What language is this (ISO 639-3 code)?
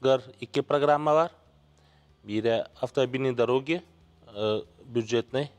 sah